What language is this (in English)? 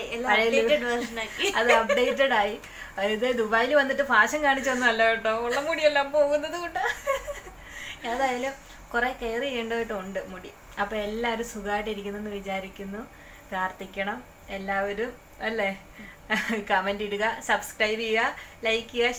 Malayalam